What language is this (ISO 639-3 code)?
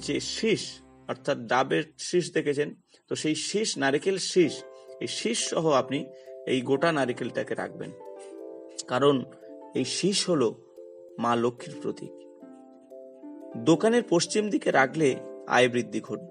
ben